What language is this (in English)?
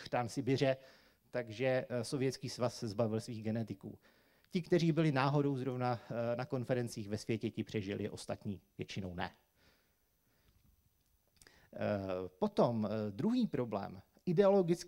Czech